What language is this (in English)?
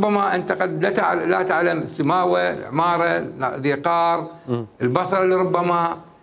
Mesopotamian Arabic